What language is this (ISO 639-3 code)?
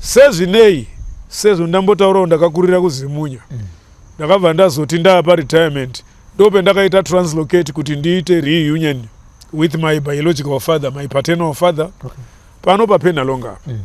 sna